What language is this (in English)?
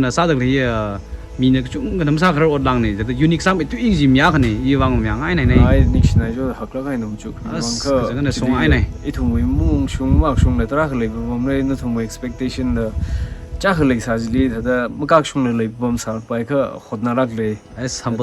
Tangkhul Naga (India)